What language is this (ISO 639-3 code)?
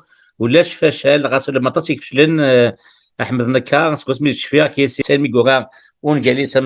kab